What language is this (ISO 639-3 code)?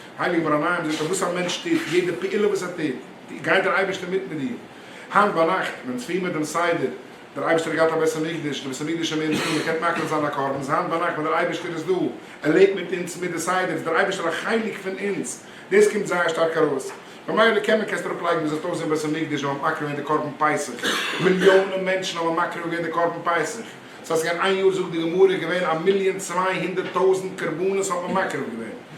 yid